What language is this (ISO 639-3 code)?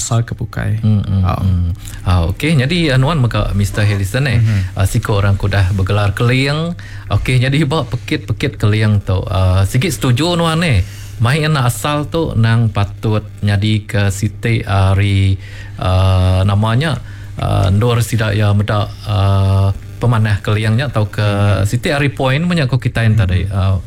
iba